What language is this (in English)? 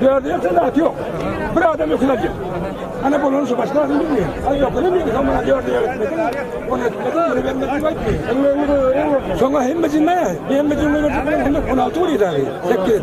Turkmen